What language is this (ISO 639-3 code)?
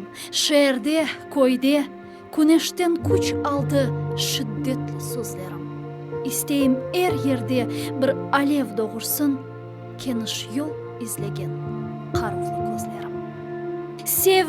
crh